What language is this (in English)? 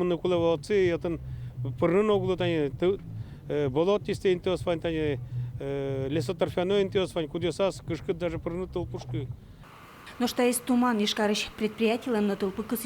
Udmurt